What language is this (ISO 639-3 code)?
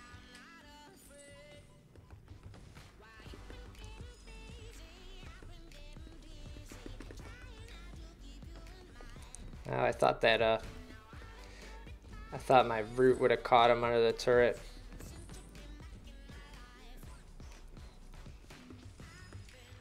eng